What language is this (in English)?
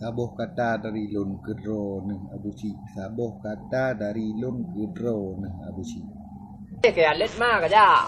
Achinese